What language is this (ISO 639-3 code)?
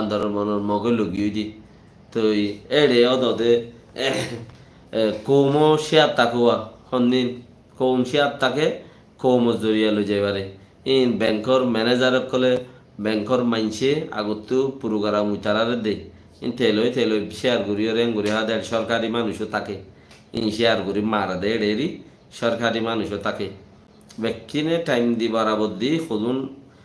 rhg